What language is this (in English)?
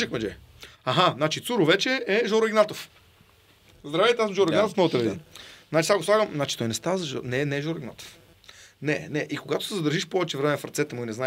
Bulgarian